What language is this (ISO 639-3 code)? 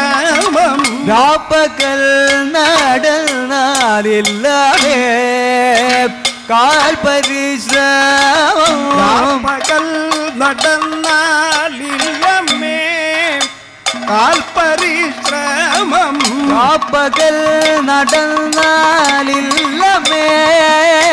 mal